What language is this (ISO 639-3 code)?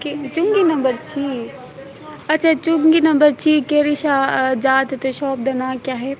skr